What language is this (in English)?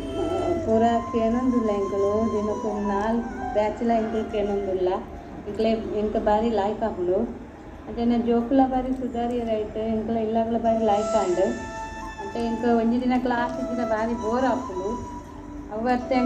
Tulu